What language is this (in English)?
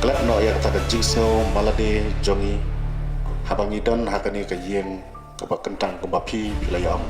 Khasi